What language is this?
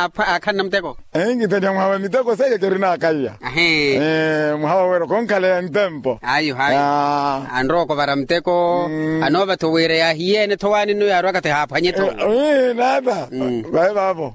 Makhuwa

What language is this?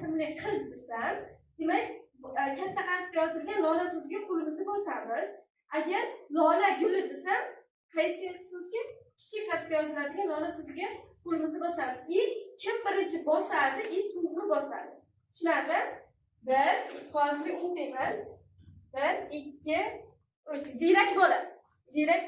Uzbek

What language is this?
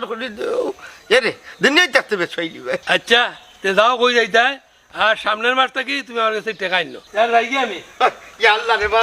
Sylheti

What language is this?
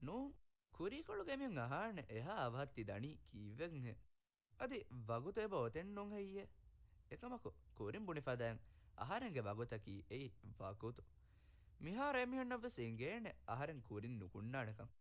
Divehi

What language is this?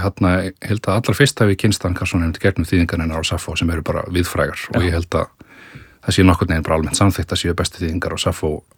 Icelandic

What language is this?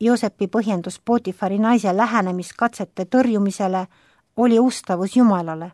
Estonian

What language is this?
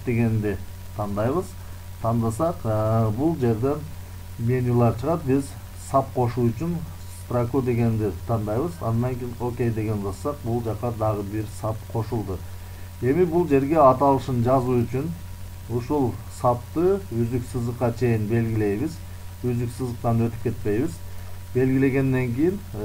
Kyrgyz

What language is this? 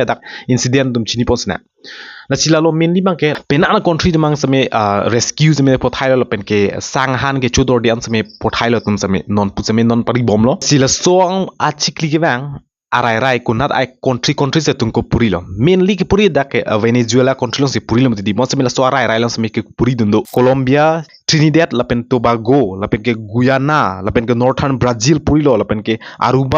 Karbi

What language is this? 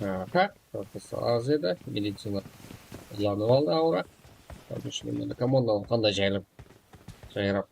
Kara-Kalpak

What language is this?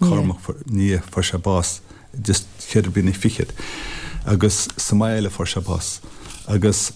Irish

